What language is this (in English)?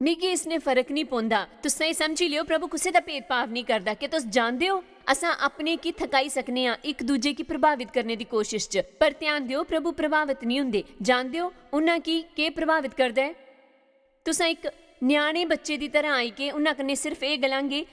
Dogri